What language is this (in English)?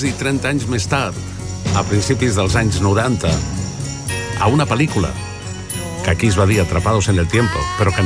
Catalan